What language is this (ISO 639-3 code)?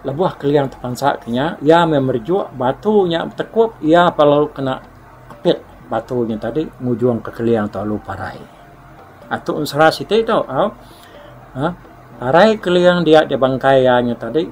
iba